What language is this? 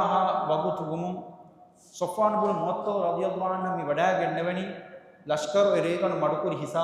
Divehi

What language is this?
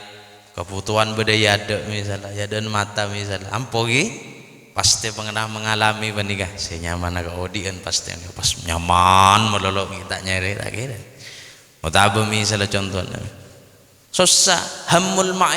Madurese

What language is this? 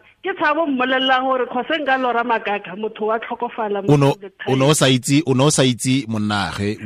Tswana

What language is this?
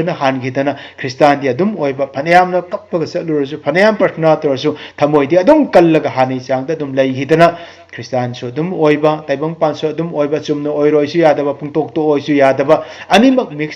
Manipuri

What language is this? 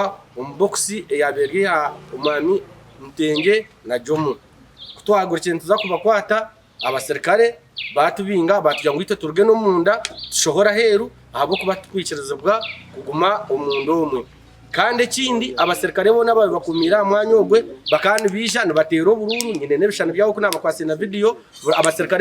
Nyankole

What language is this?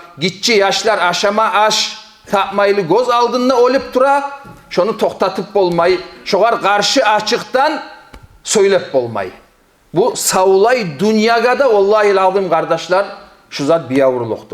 Kumyk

